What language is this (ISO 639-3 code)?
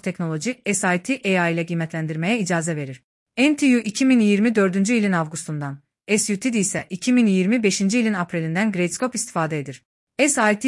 aze